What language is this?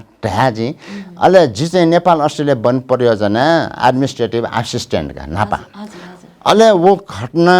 Newari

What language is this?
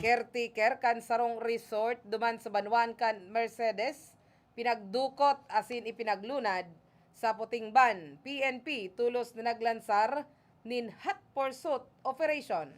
Bikol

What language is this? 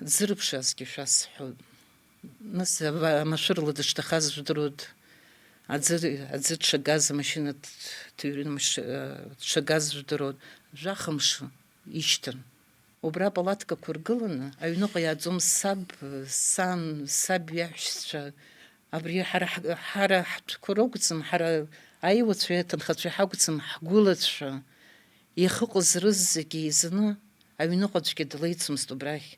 Abkhazian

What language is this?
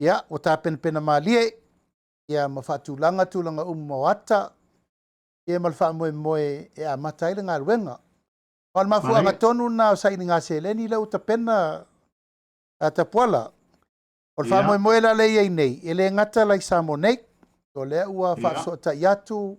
Samoan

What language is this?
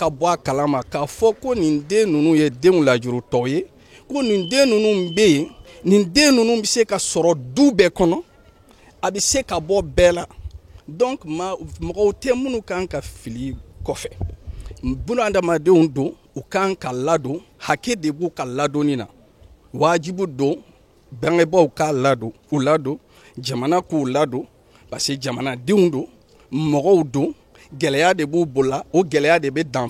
Bambara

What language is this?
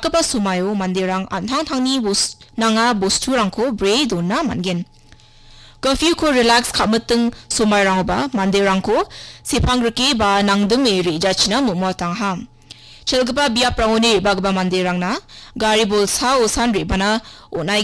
Garo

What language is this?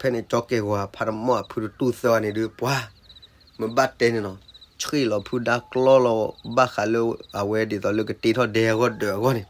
S'gaw Karen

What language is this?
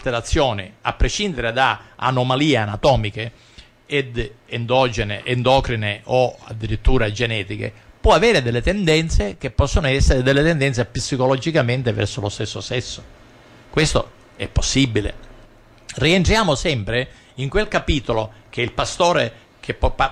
Italian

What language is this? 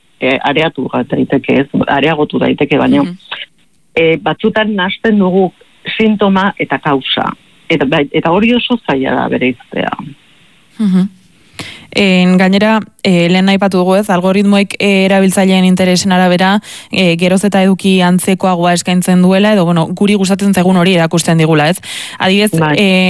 Basque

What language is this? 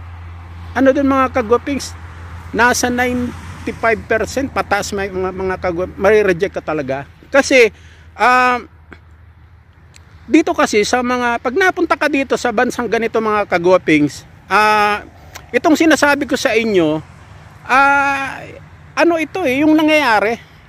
Filipino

